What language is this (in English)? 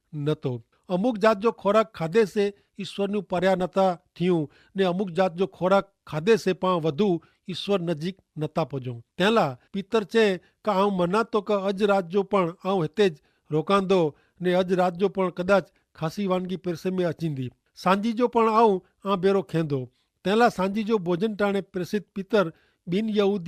Kachhi